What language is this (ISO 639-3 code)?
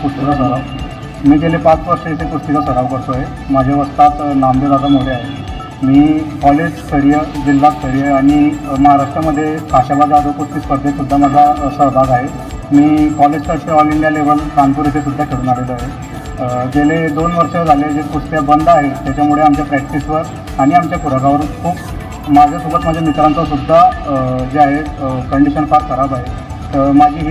mar